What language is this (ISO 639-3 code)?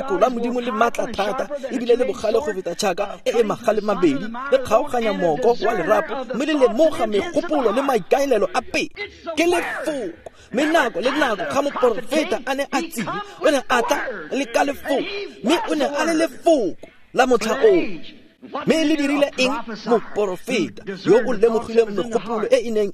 tsn